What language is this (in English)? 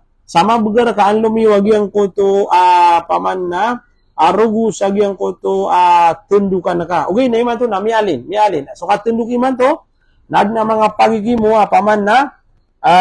Maranao